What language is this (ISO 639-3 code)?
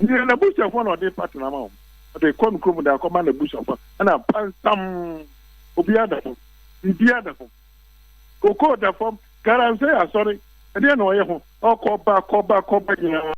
aka